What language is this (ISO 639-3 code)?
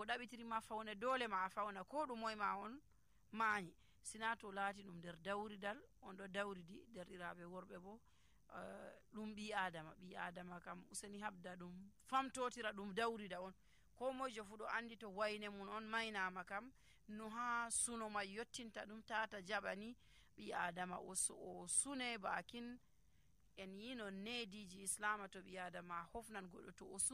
fuv